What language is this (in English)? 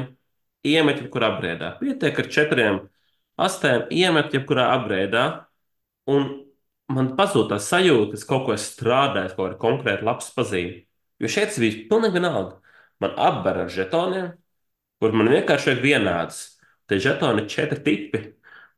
Latvian